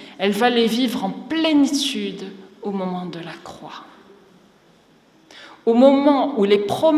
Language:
French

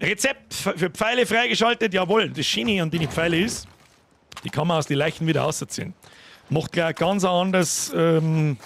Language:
Bavarian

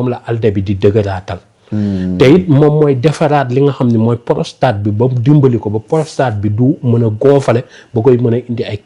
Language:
Wolof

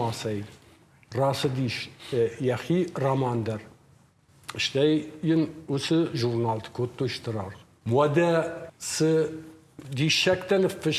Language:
Ossetic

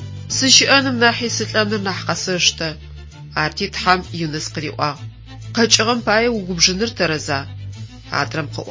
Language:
Adyghe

